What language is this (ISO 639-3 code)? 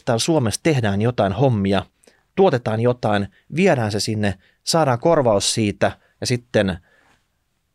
fin